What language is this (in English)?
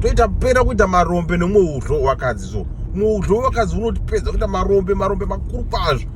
Shona